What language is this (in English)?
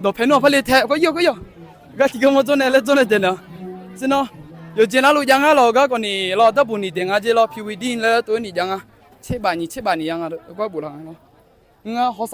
Akha